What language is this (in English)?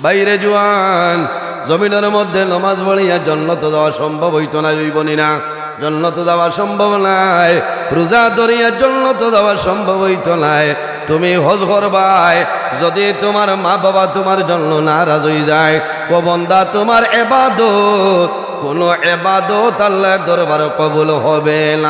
Sylheti